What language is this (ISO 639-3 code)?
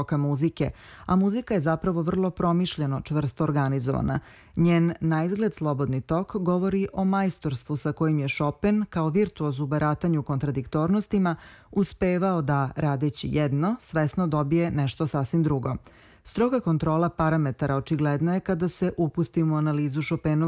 srp